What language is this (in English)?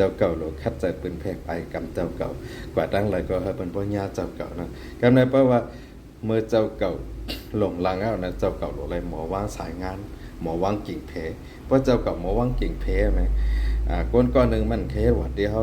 Shan